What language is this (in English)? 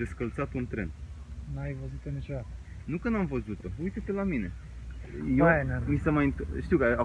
Romanian